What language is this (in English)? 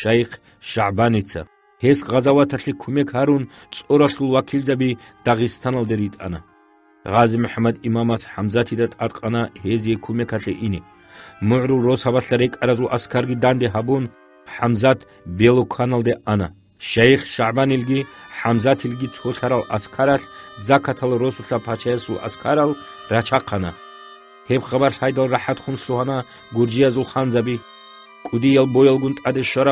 Avaric